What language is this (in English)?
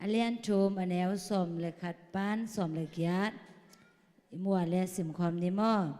Tedim Chin